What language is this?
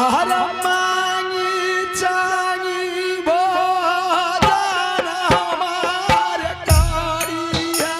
Angika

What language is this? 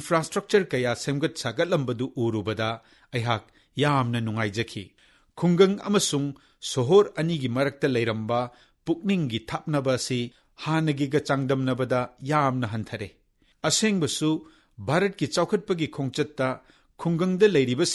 Manipuri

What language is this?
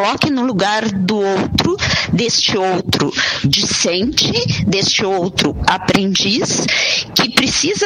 Portuguese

